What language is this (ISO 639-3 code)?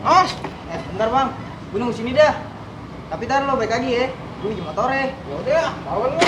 bew